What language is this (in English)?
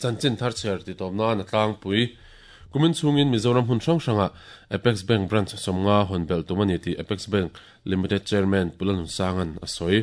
Mizo